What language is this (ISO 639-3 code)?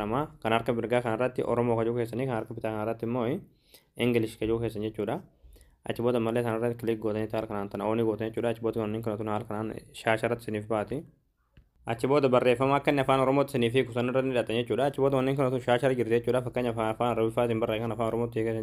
orm